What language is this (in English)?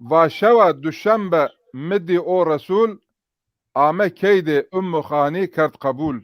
Zaza